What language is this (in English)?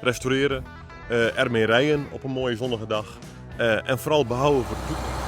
Western Frisian